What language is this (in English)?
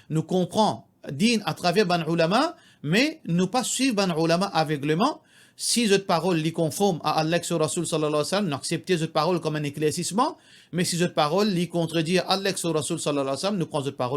Morisyen